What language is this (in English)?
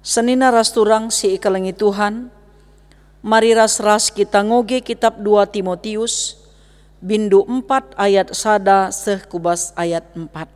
Batak Karo